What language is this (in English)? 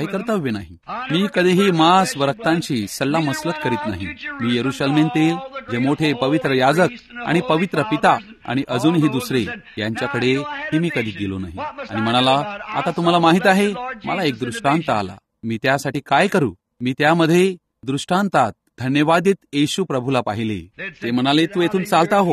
Marathi